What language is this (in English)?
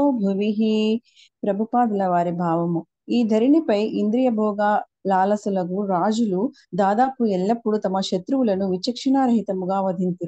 Telugu